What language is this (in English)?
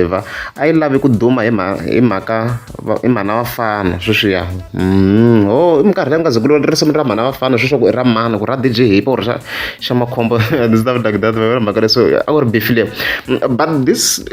Tsonga